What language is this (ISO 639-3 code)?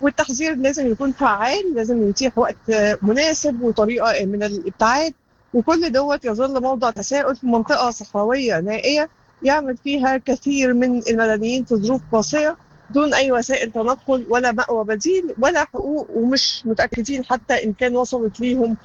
apd